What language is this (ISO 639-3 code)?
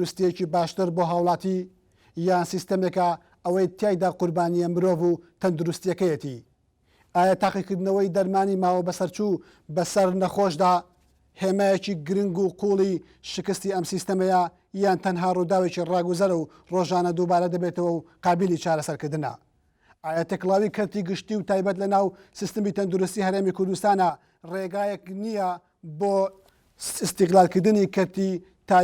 ckb